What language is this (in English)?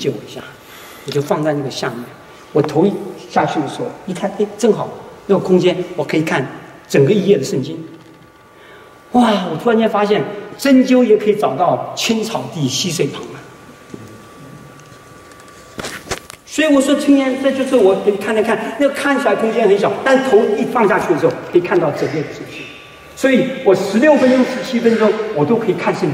Chinese